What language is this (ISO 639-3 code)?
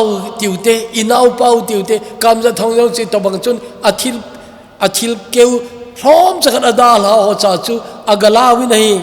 tcz